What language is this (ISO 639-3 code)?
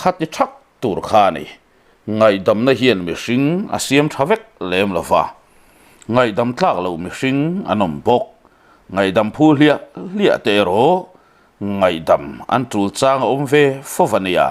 lus